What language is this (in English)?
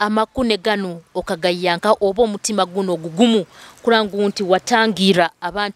Nyoro